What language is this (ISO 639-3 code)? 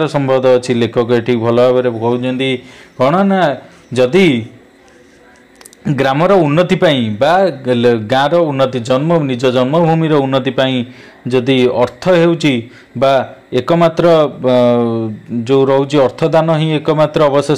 ori